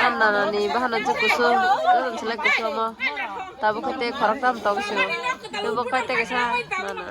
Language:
Kok Borok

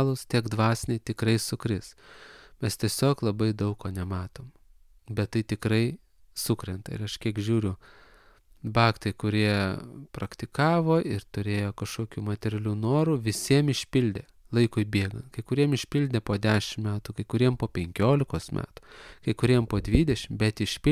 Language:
Lithuanian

